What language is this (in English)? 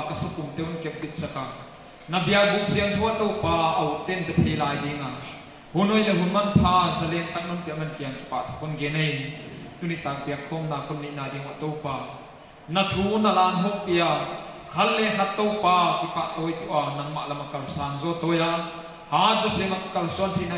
Paite Chin